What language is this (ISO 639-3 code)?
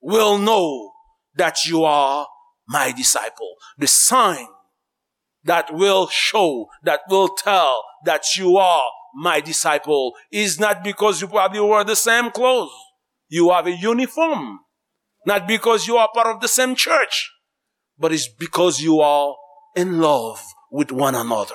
hat